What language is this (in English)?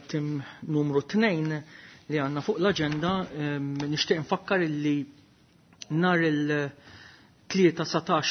Maltese